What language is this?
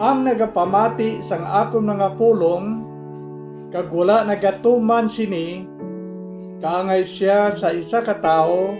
Hiligaynon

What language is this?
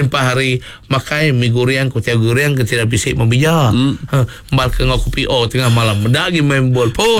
Iban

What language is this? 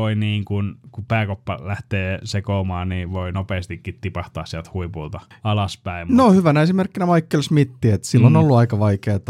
Finnish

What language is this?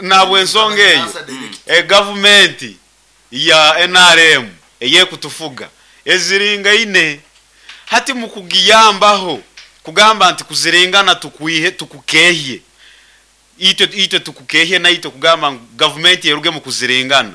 Nyankole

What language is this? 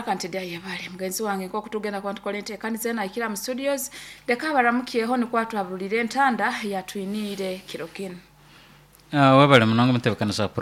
Nyankole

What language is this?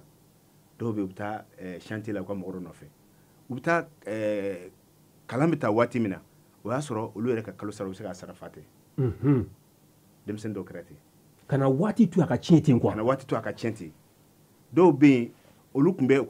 Bambara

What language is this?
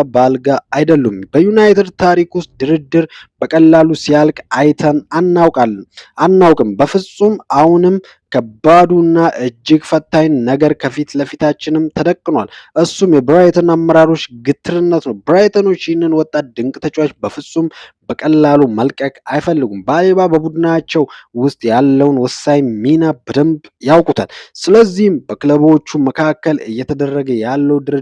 Amharic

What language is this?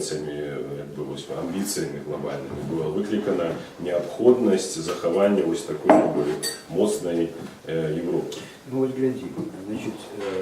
Belarusian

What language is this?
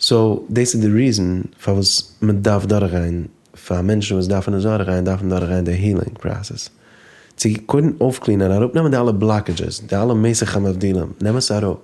Yiddish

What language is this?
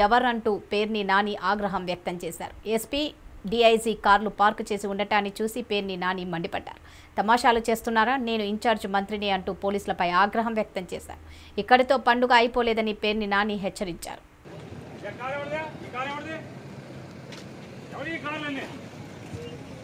Telugu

